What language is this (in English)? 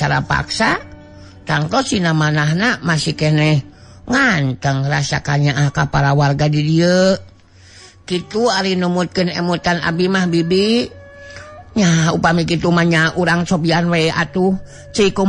Sundanese